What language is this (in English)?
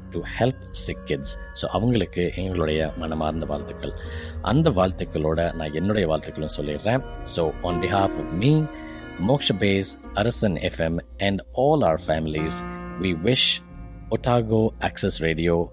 Tamil